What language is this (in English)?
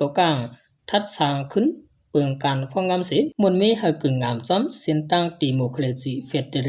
Shan